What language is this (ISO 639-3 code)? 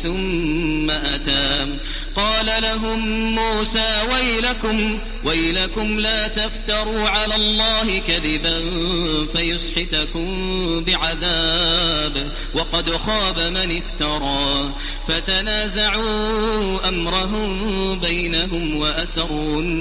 ara